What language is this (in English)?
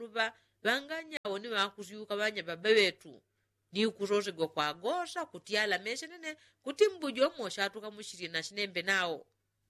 Yao